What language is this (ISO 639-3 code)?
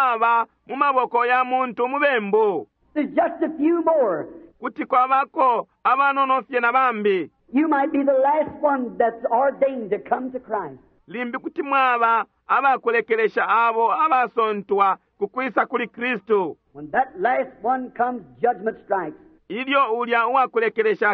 bem